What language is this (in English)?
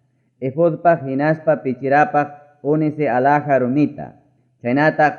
Ayacucho Quechua